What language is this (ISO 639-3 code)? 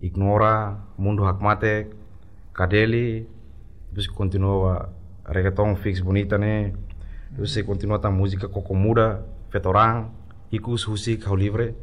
tet